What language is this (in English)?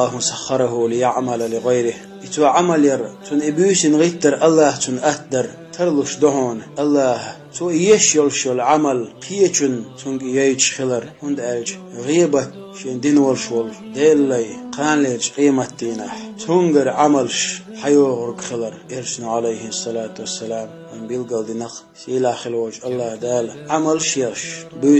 Chechen